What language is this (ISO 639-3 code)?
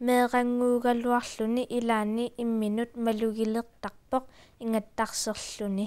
kal